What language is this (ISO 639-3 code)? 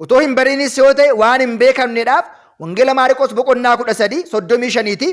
orm